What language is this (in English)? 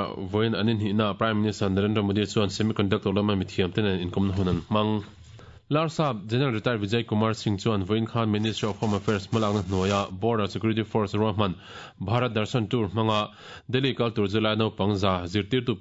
Mizo